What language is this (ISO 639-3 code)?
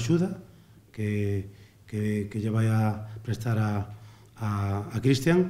glg